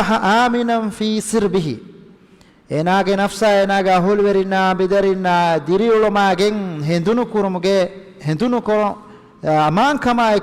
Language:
Divehi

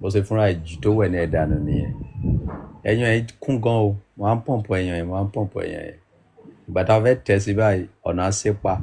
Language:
Yoruba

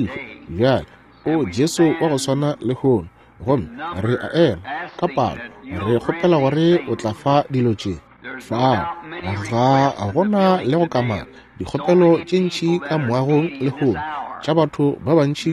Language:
Northern Sotho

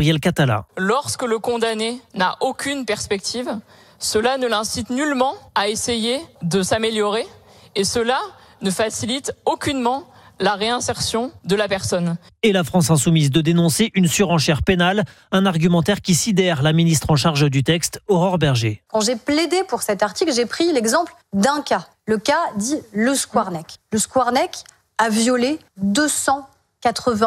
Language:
French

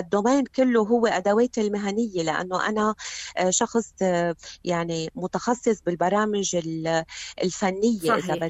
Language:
North Levantine Arabic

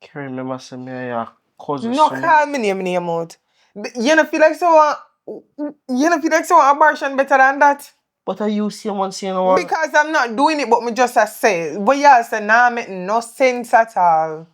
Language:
Jamaican Creole English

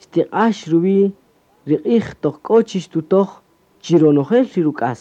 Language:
Kaqchikel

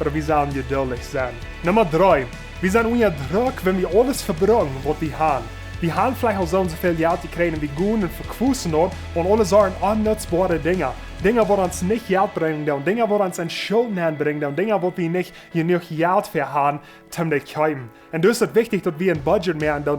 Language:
Plautdietsch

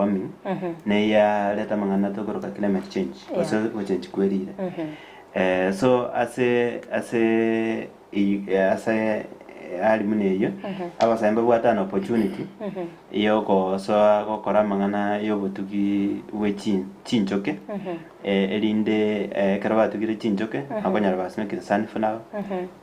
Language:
Gusii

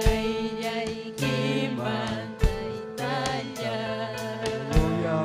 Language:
Ayacucho Quechua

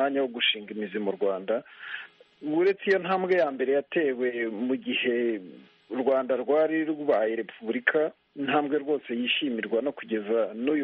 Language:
Kinyarwanda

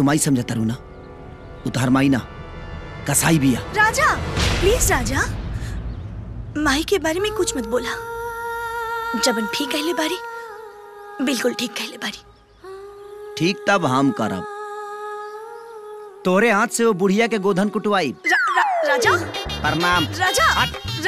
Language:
Bhojpuri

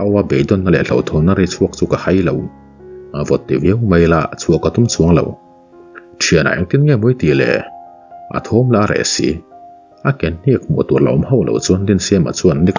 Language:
Mizo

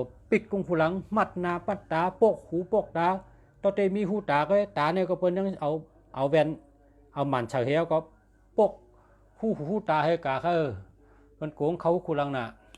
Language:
Shan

